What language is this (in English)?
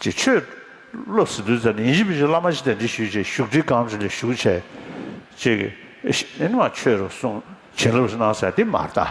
Tibetan